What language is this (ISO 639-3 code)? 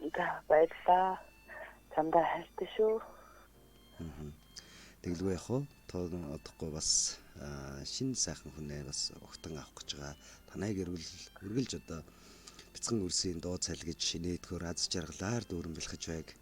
mon